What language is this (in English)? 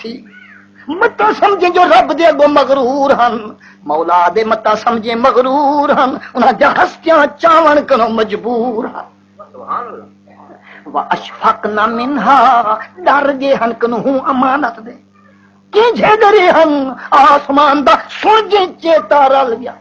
Saraiki